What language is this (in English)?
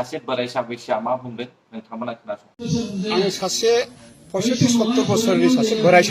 Bodo